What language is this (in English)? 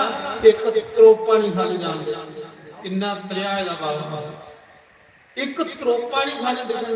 Dogri